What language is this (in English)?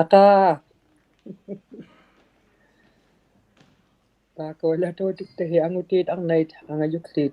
Inuktitut